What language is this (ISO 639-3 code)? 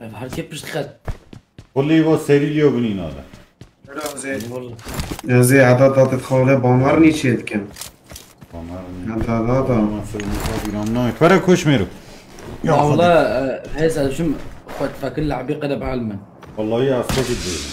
kur